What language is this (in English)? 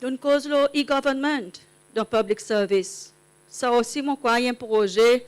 Seselwa Creole French